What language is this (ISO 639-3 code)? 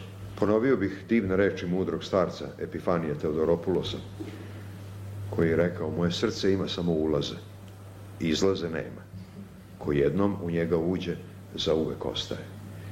srp